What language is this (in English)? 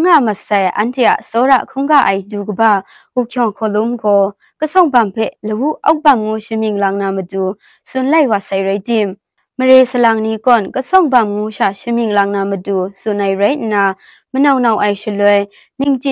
Kachin